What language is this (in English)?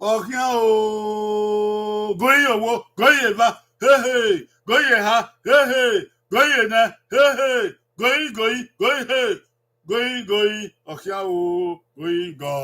Bini